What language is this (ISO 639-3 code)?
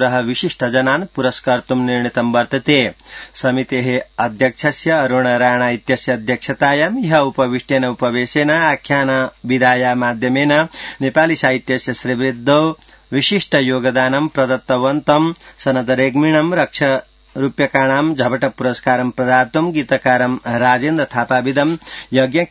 san